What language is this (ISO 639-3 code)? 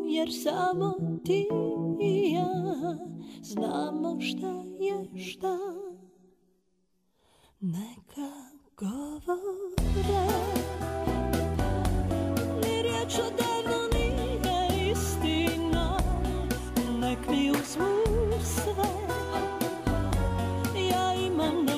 bos